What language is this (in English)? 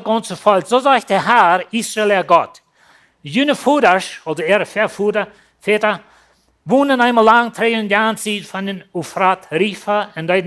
Plautdietsch